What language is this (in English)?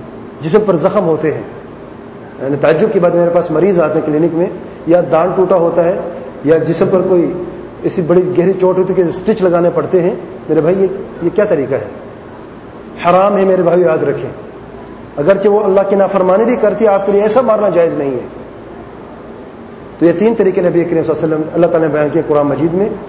Urdu